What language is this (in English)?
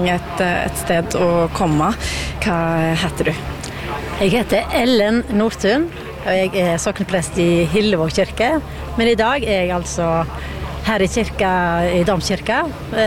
Norwegian